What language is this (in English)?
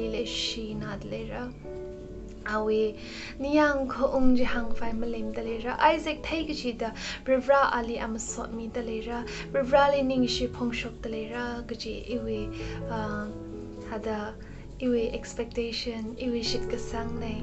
Tangkhul Naga (India)